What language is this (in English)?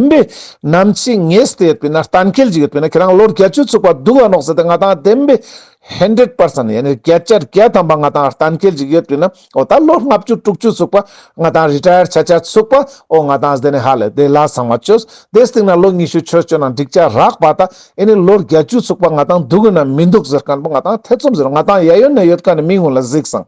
Ladakhi